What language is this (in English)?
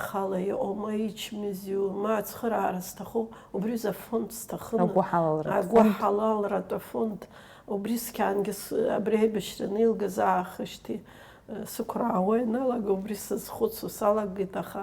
Abkhazian